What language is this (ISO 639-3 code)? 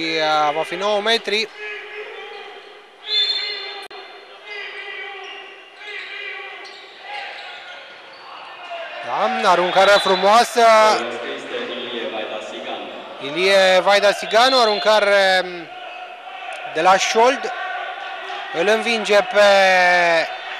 ron